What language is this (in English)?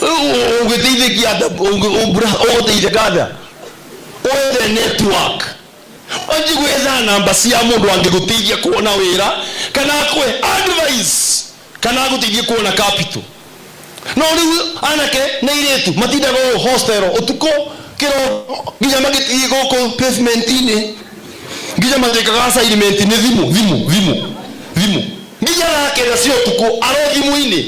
Kikuyu